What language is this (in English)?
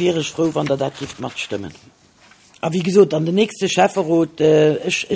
Luxembourgish